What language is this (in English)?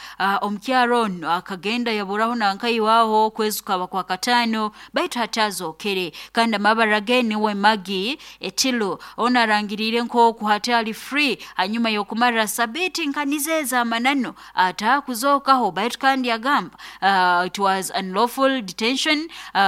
Nyoro